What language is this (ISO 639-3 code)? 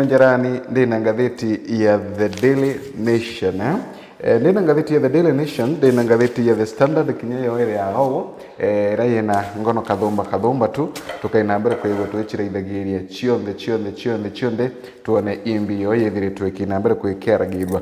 mer